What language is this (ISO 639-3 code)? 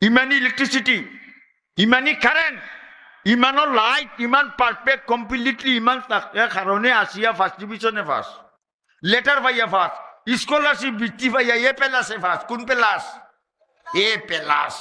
syl